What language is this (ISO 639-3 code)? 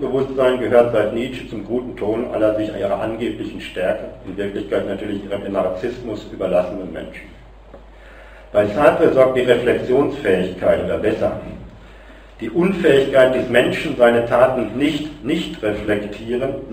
deu